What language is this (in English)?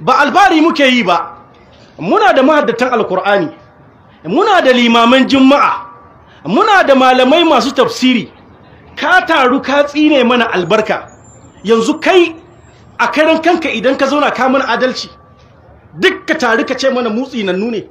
Hausa